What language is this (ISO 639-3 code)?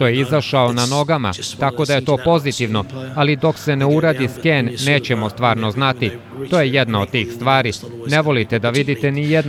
srp